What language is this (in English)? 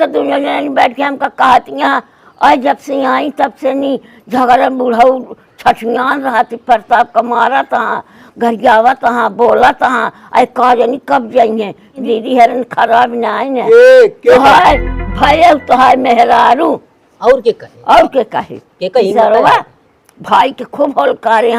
Awadhi